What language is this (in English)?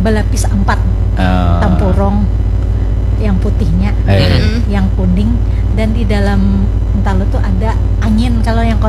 Banjar